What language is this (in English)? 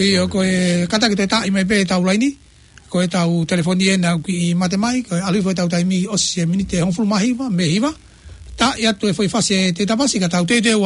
Tongan